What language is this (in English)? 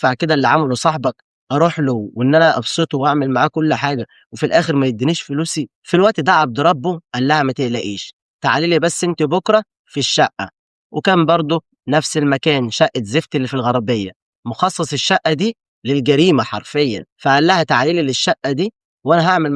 Egyptian Arabic